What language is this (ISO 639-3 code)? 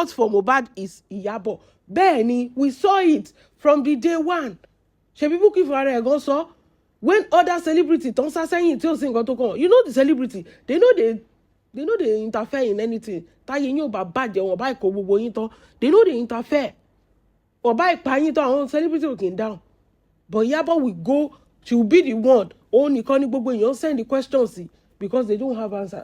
yor